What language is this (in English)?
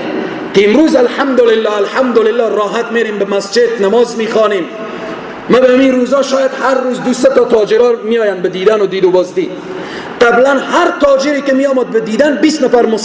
Persian